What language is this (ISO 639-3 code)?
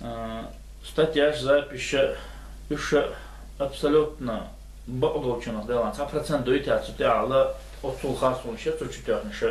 che